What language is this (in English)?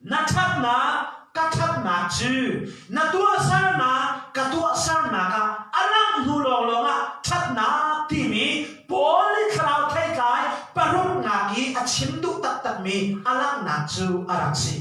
Hakha Chin